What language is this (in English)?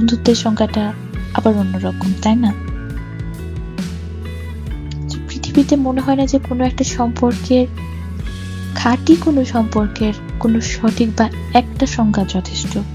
Bangla